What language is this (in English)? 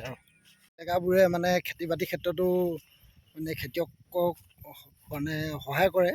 Assamese